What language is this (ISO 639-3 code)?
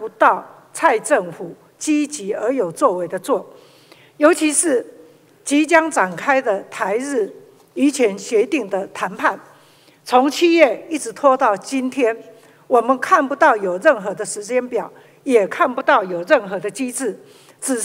zho